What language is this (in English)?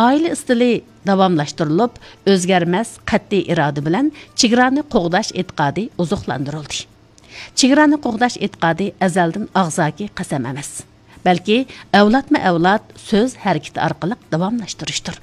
Uyghur